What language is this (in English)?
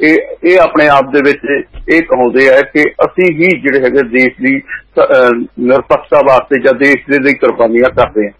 Punjabi